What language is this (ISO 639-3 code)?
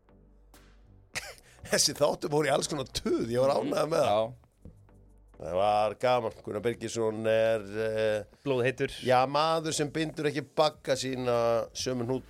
isl